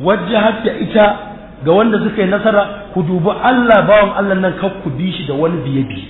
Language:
Hausa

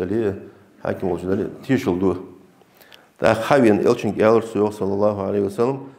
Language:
Ingush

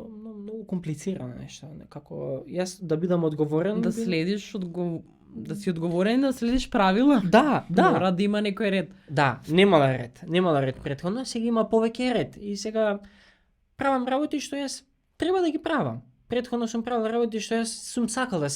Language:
Macedonian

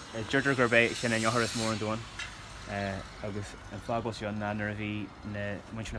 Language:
Irish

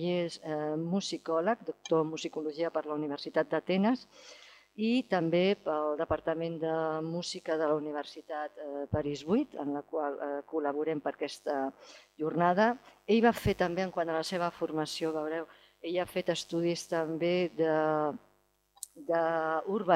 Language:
Catalan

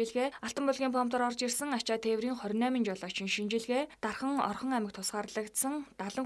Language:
Mongolian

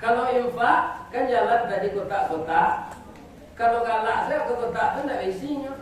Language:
Minangkabau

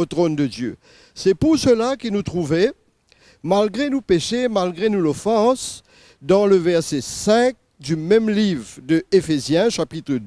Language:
Morisyen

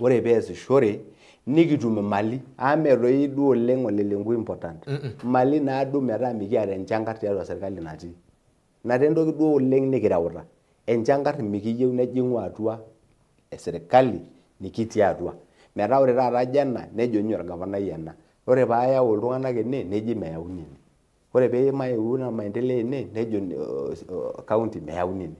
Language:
Masai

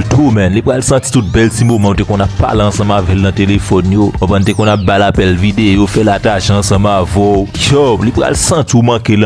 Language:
Haitian Creole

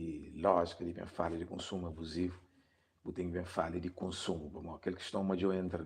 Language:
Kabuverdianu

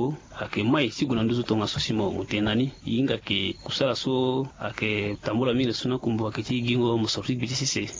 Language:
Sango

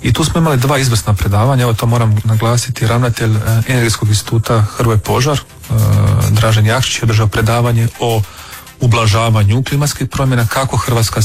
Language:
Croatian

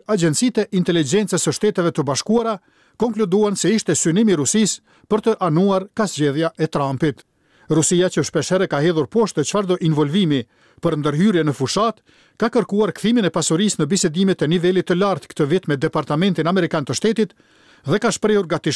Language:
Albanian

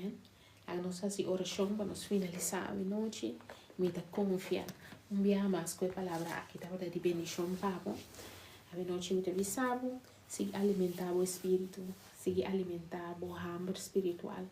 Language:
Papiamento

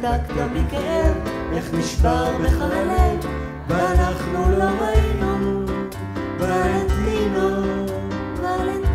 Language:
Hebrew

